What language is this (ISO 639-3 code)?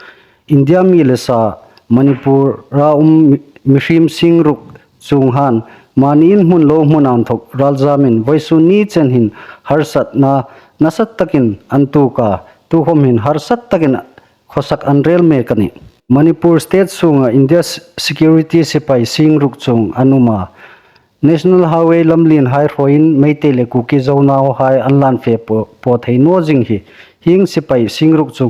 hmr